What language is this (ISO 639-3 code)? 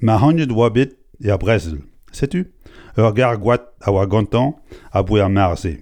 bre